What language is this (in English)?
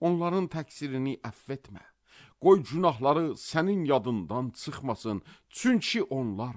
Azerbaijani